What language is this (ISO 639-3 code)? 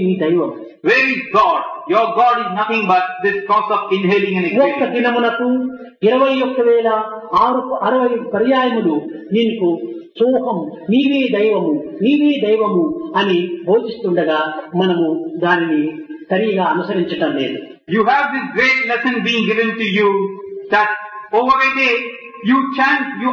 tel